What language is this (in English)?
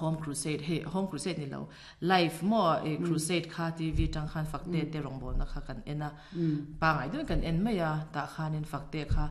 Mizo